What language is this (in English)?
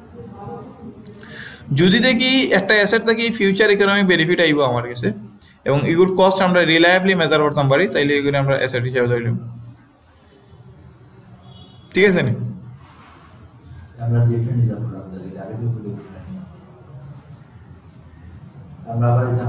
Sylheti